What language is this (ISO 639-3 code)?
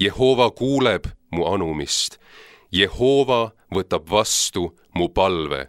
est